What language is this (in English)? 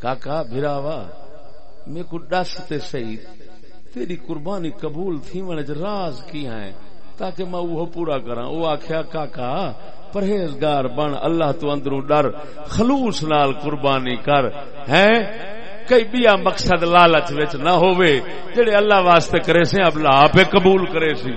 Saraiki